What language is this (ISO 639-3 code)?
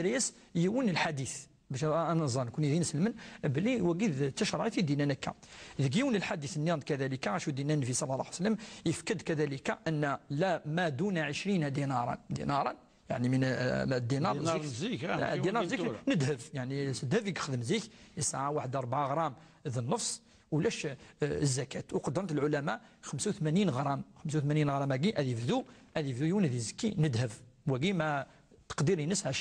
ary